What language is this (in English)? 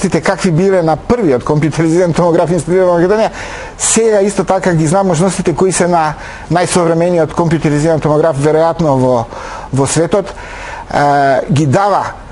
Macedonian